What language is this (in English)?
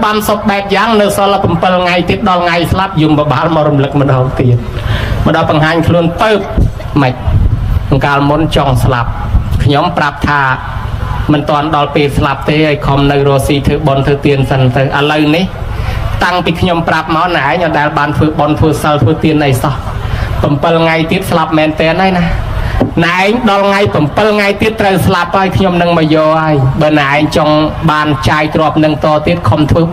Khmer